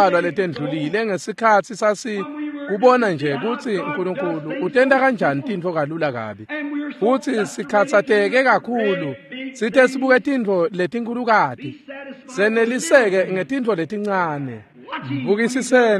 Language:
Swati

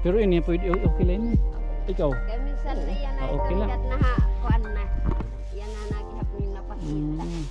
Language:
Waray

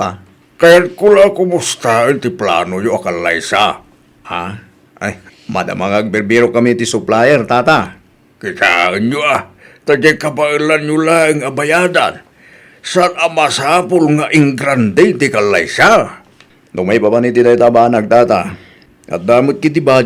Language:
Iloko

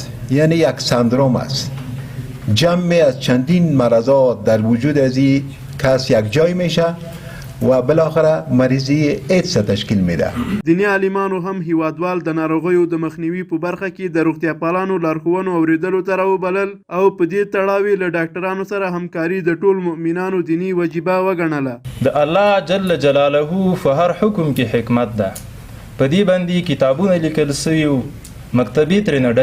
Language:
Pashto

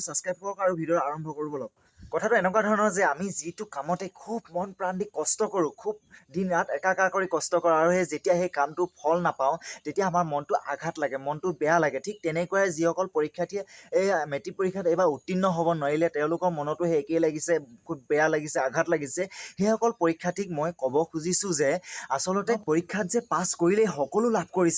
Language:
Assamese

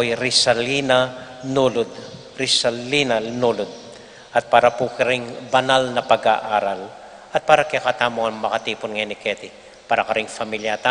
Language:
Pampanga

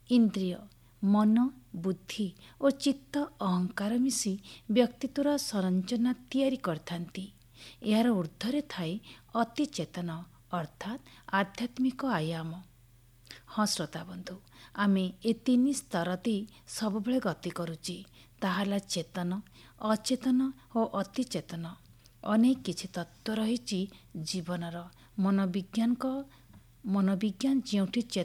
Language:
Odia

